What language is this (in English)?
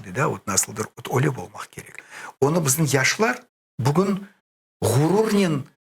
Crimean Tatar